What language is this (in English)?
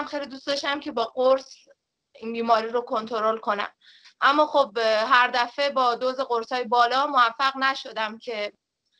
Persian